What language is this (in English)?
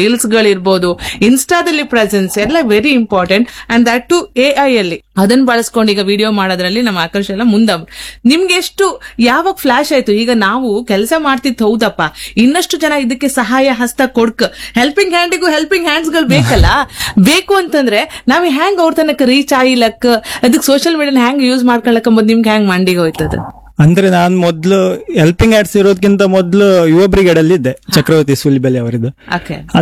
Kannada